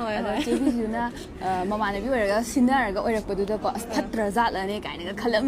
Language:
Manipuri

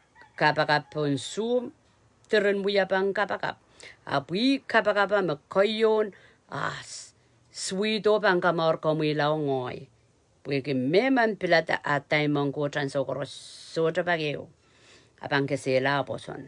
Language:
Pohnpeian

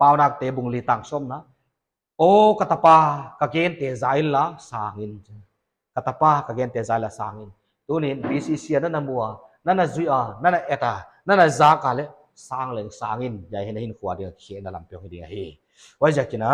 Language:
Paite Chin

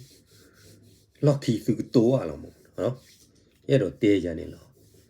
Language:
S'gaw Karen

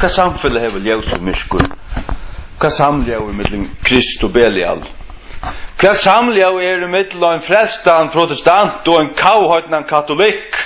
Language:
Faroese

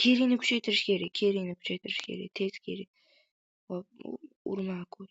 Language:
Uzbek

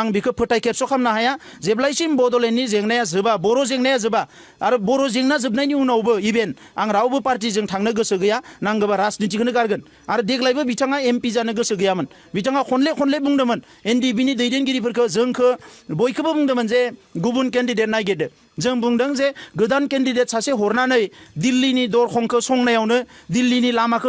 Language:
Bodo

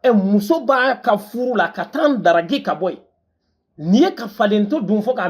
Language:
Bambara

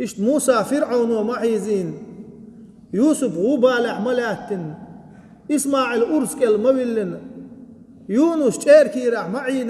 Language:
Chechen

